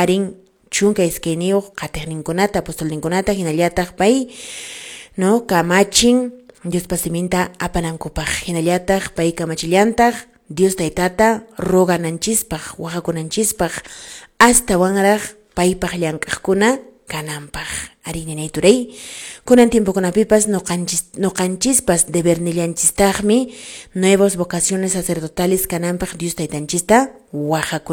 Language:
Quechua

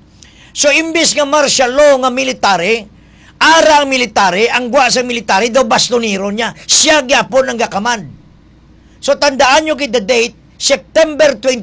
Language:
Hiligaynon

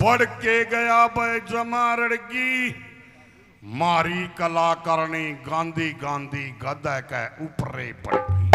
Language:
Haryanvi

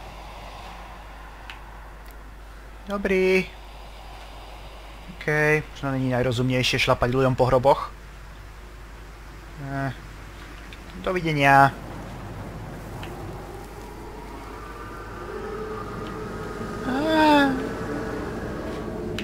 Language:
Slovak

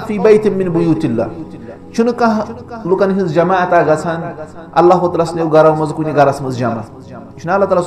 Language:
Kashmiri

